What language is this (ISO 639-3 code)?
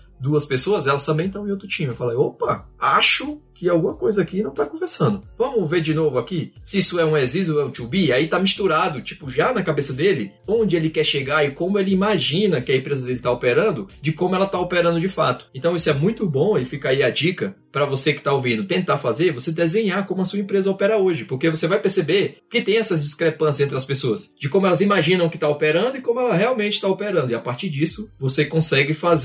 por